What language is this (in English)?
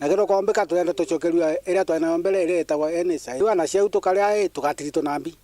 Meru